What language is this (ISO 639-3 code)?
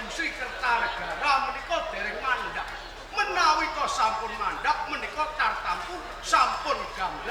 jav